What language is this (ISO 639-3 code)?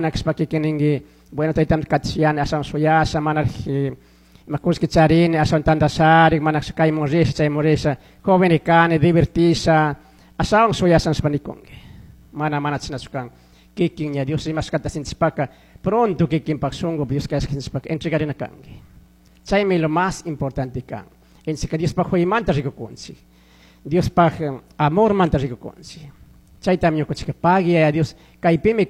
qug